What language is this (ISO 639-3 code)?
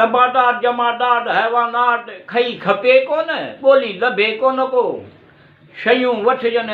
snd